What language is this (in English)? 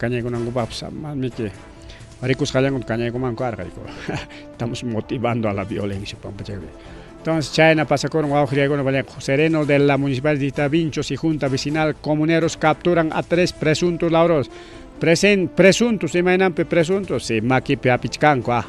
Ayacucho Quechua